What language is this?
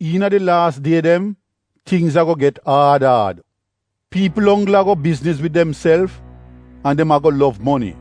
Jamaican Creole English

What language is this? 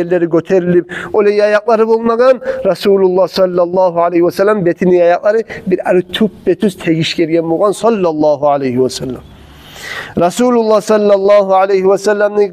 Kumyk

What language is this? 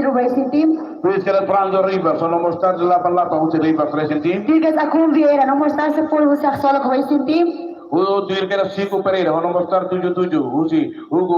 Tetum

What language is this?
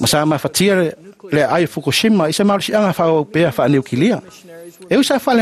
Samoan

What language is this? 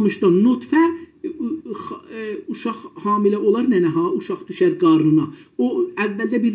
South Azerbaijani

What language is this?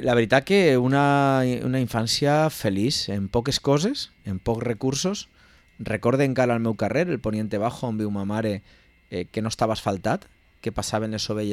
Catalan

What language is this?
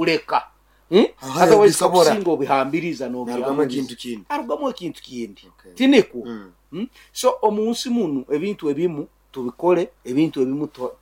Nyoro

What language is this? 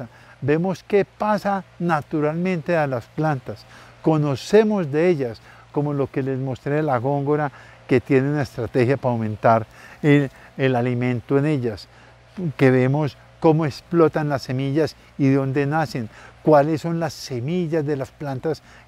Spanish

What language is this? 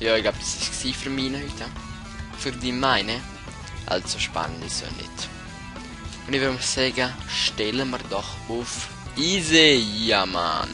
Swiss German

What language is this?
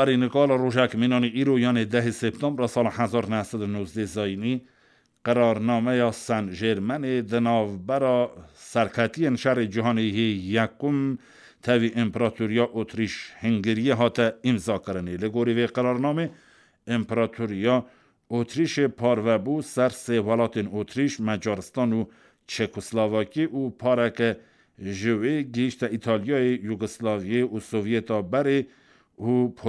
Kurdish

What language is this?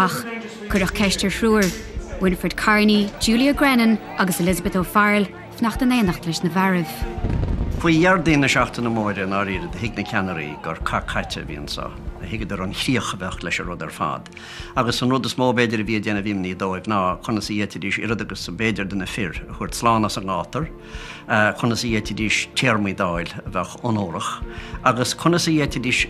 Irish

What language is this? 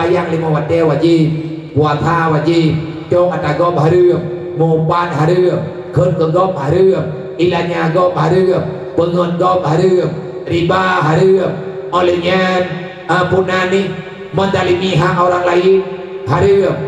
Achinese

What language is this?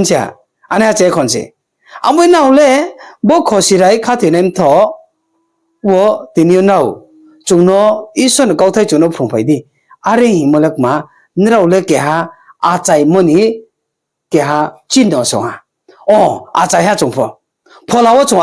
Riang (India)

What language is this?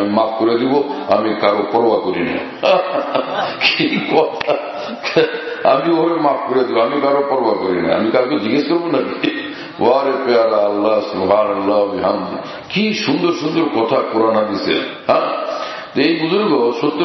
Bangla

